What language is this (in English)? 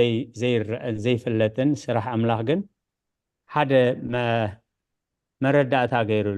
Tigrinya